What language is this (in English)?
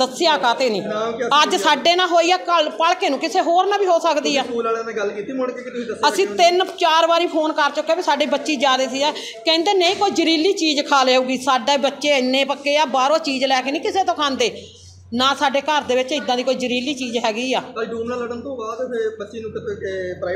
Punjabi